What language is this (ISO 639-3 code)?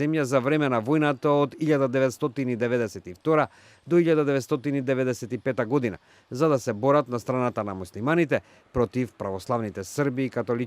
mkd